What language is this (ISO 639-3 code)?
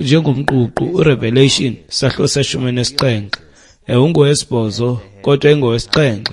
xho